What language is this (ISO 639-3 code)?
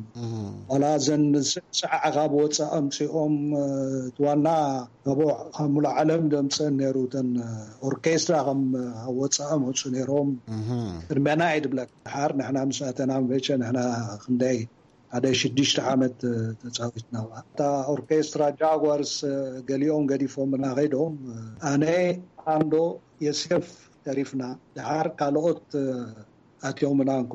tir